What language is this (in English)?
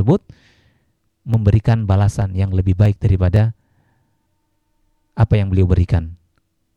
Indonesian